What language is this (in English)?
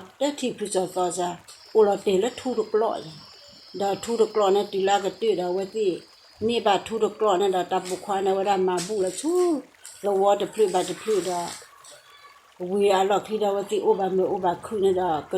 S'gaw Karen